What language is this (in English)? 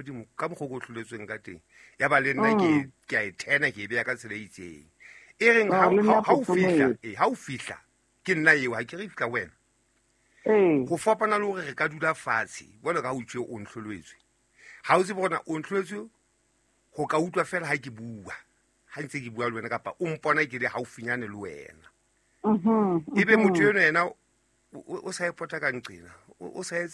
Southern Sotho